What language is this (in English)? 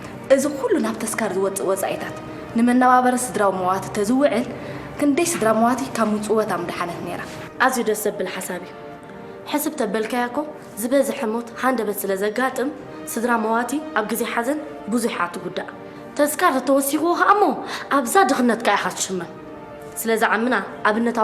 Tigrinya